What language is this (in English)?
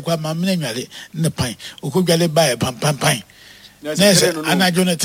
Akan